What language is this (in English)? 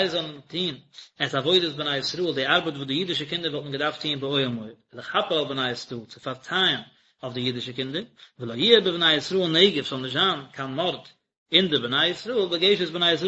Yiddish